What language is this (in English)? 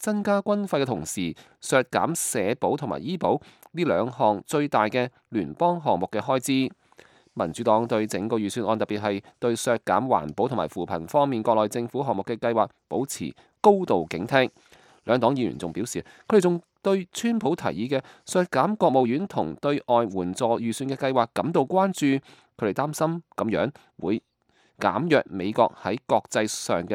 Cantonese